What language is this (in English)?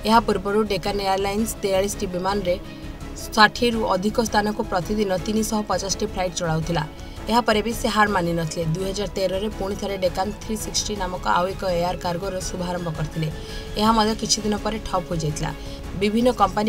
Odia